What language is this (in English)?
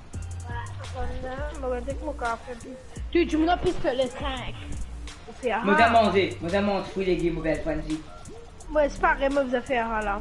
Morisyen